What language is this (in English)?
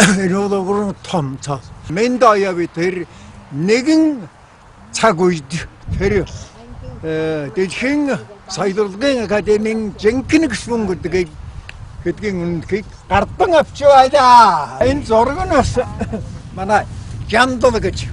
Mongolian